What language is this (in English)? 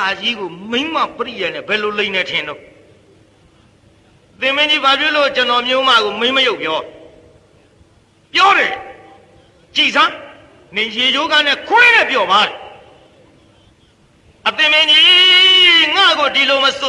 Burmese